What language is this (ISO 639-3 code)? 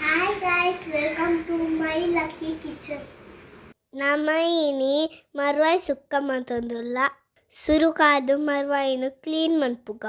tcy